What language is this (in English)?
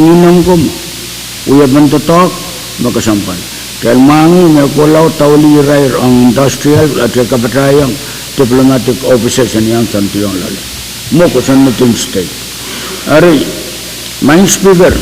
Pohnpeian